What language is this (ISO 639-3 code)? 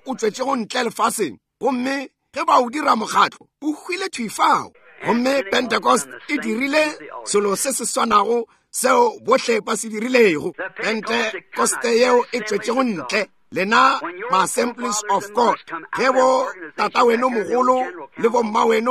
nso